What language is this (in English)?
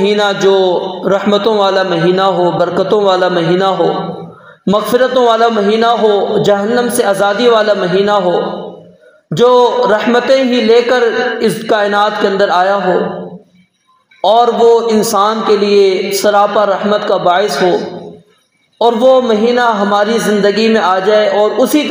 Urdu